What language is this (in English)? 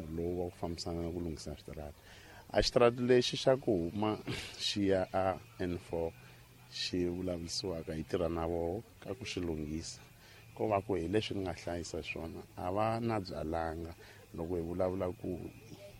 Tsonga